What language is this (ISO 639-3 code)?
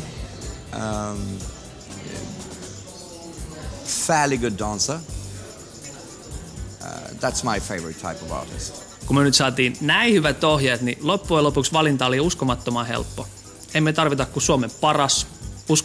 fin